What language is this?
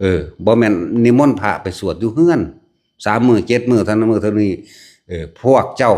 Northeastern Thai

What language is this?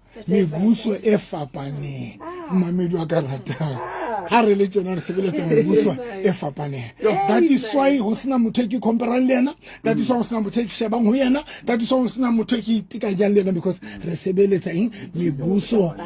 Southern Sotho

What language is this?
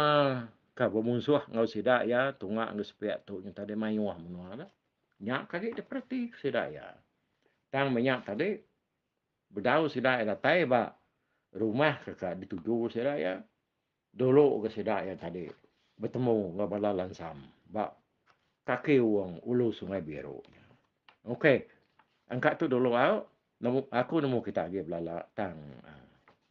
Iban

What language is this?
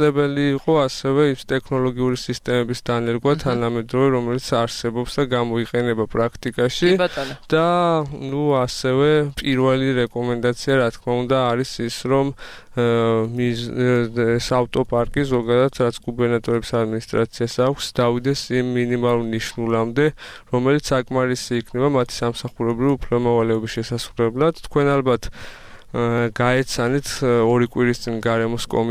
Georgian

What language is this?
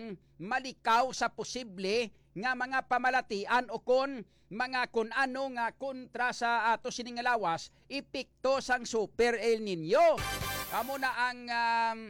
Hiligaynon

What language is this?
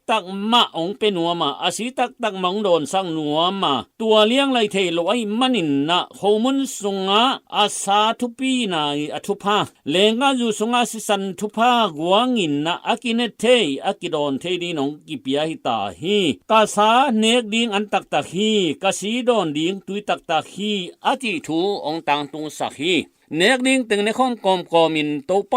Tedim Chin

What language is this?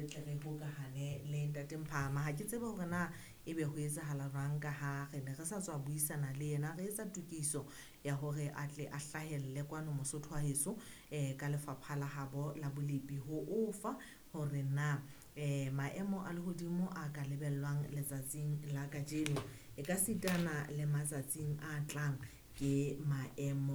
Southern Sotho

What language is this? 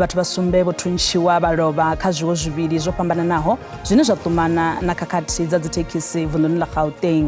Venda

